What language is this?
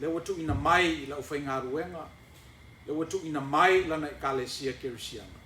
Samoan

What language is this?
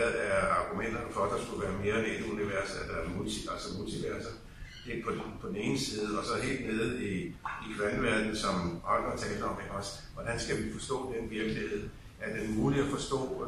Danish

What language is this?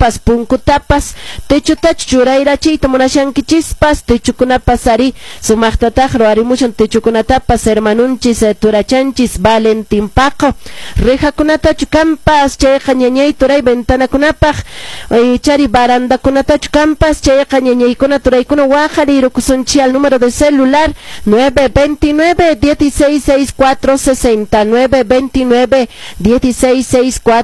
Quechua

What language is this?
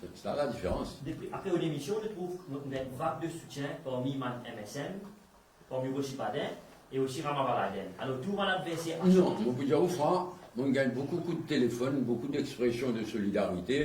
Morisyen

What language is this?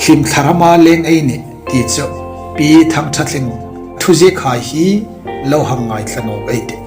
Hmar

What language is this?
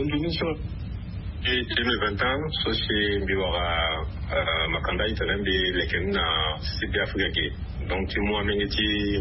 Sango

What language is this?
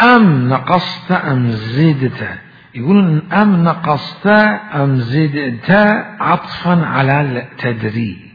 Mesopotamian Arabic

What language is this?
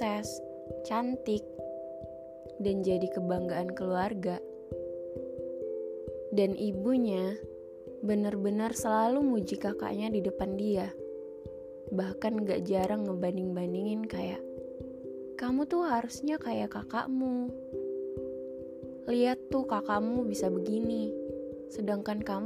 Indonesian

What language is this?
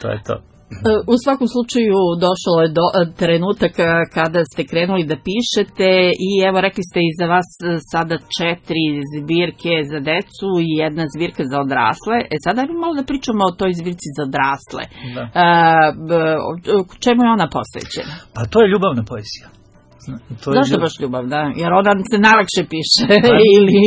Serbian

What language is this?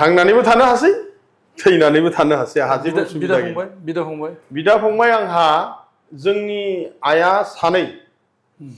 Bodo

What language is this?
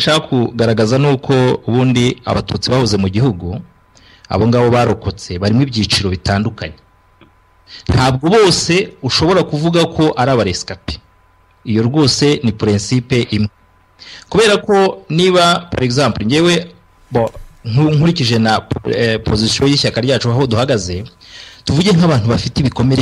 Kinyarwanda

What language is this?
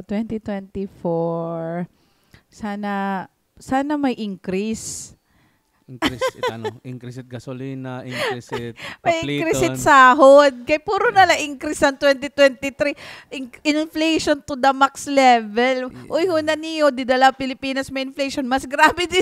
Waray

